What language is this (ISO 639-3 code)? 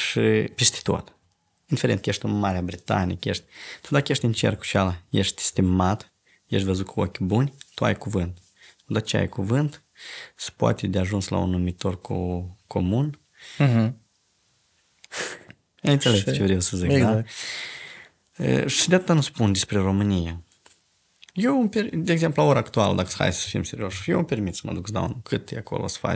ron